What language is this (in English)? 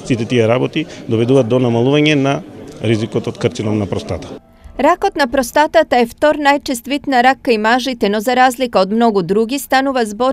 Macedonian